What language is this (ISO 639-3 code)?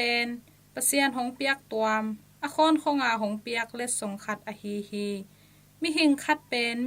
ctd